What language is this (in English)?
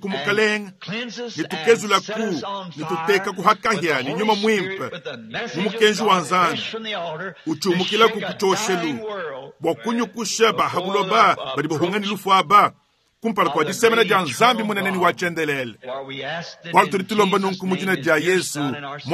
Luba-Lulua